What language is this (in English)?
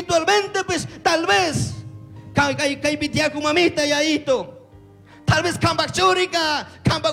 Chimborazo Highland Quichua